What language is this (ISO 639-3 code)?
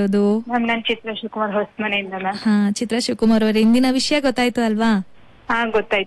kan